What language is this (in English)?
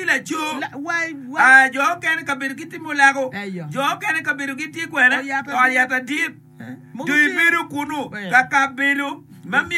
Acoli